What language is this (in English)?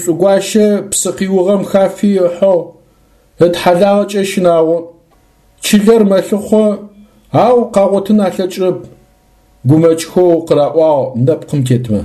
Adyghe